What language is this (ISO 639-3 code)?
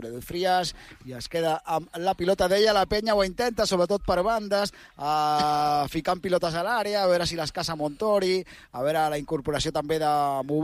cat